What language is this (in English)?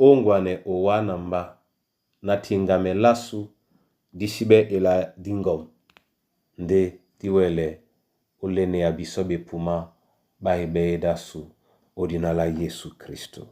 Duala